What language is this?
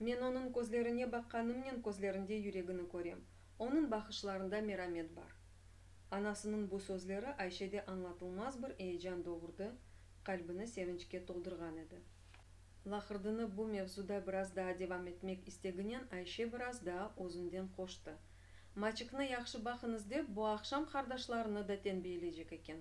Crimean Tatar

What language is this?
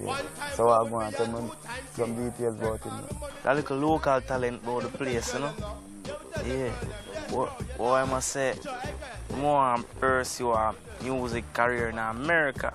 Jamaican Creole English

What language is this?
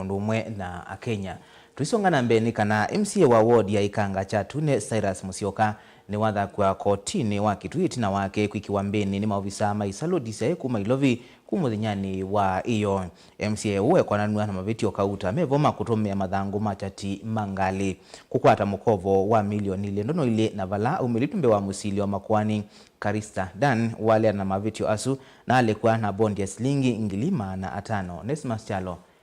Kamba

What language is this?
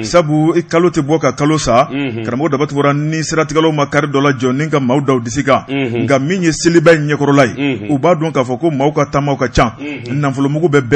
Bambara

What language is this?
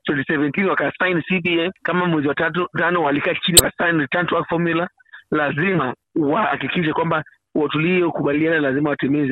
Swahili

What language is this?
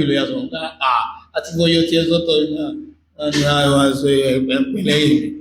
Yoruba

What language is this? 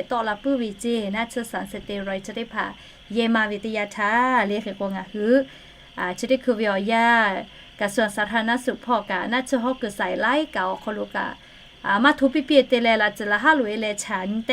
Lahu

